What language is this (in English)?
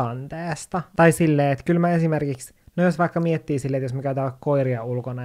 Finnish